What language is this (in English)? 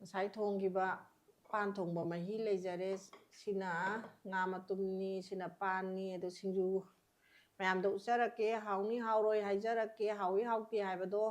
Manipuri